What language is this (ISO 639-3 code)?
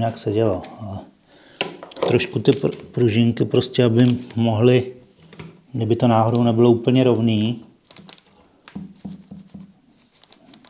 ces